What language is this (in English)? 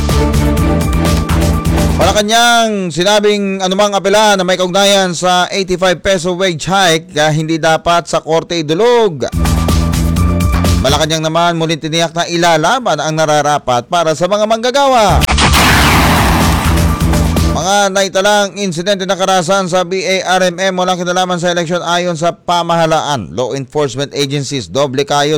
Filipino